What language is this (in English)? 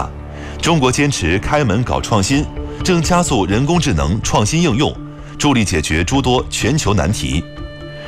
Chinese